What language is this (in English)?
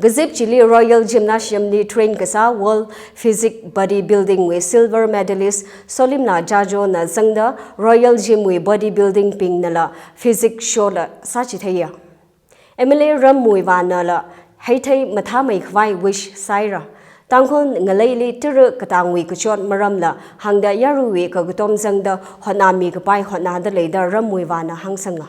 Tangkhul Naga (India)